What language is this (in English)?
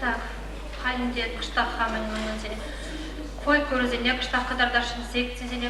Chuvash